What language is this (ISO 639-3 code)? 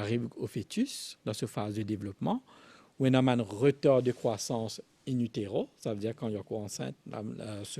mfe